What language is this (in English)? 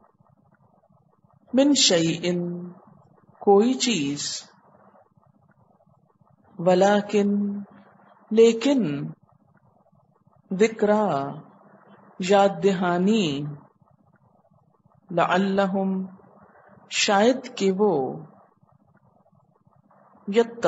Urdu